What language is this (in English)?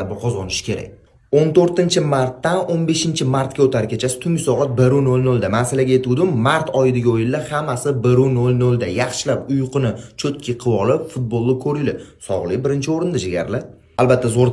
Uzbek